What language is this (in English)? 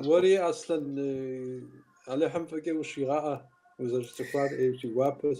Kabardian